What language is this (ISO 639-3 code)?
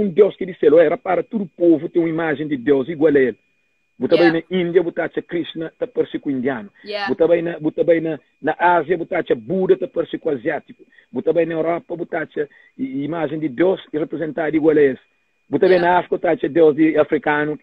kea